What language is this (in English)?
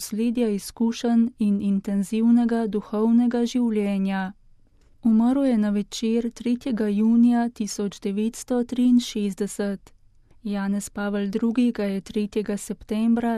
Slovenian